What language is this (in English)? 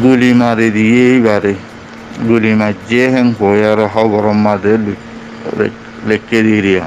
Rohingya